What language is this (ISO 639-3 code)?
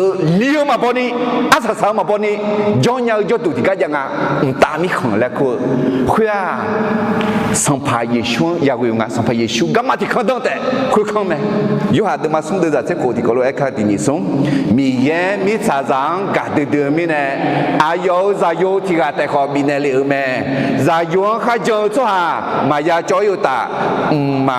ahk